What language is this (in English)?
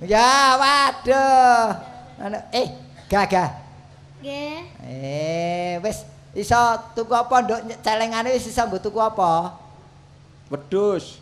Javanese